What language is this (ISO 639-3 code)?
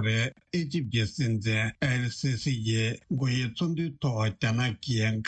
bod